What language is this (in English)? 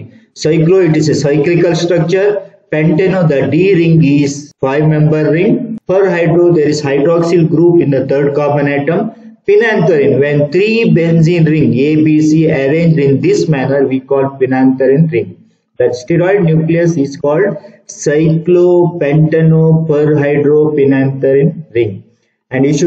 English